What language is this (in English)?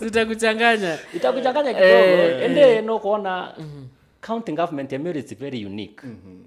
Meru